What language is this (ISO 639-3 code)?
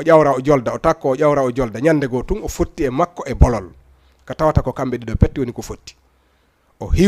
ful